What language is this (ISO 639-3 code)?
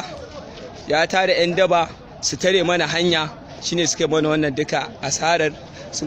hau